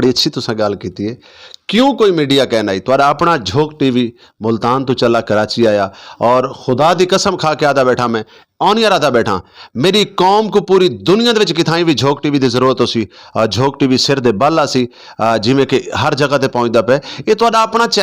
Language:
Saraiki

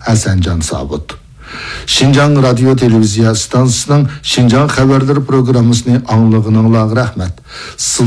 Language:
Uyghur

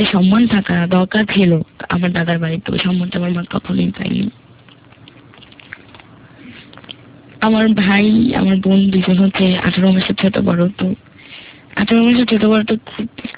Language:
Bangla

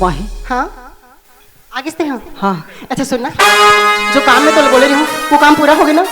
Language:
Chhattisgarhi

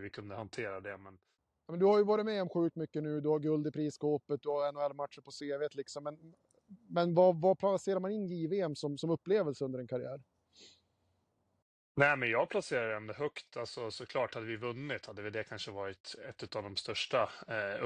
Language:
Swedish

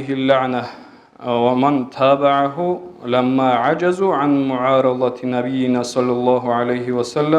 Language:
Avaric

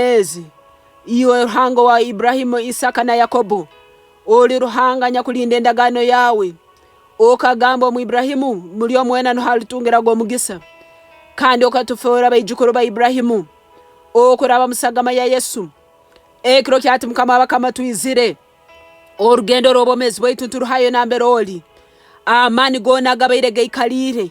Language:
Nyoro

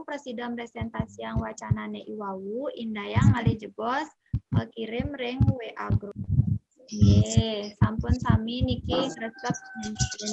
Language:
Balinese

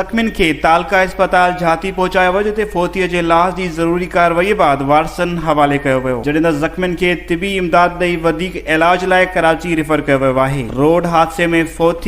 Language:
Sindhi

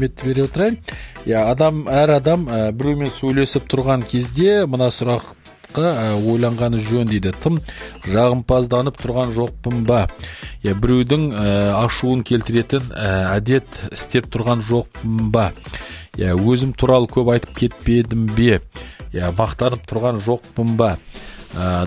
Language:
Kazakh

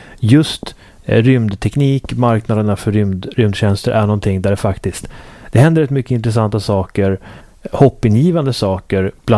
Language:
Swedish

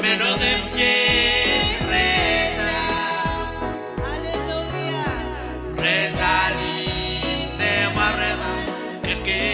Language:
Marshallese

